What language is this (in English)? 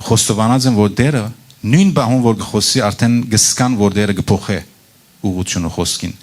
Western Armenian